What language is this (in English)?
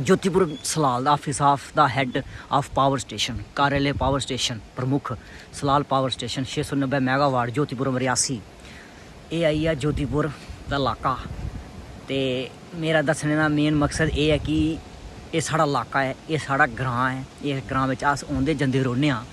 Dogri